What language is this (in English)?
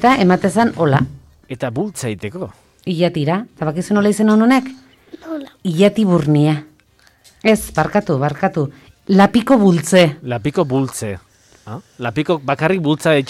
Basque